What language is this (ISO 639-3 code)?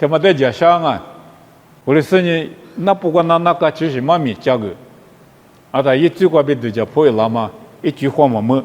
lis